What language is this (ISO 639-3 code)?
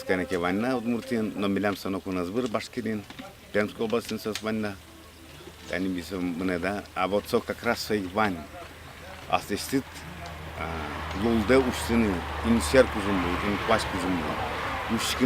udm